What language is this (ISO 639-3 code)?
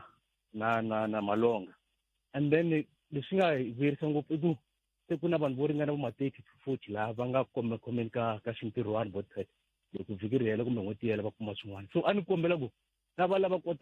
tso